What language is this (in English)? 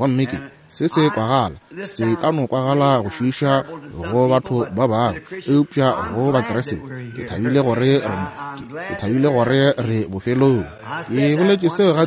Northern Sotho